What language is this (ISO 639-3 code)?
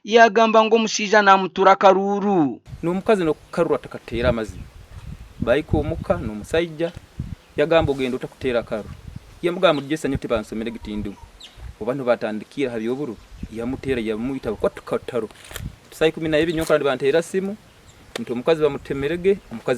nyn